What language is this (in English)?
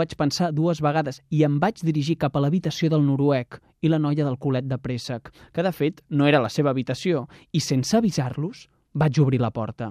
Catalan